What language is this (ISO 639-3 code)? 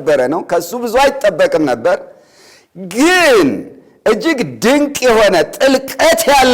amh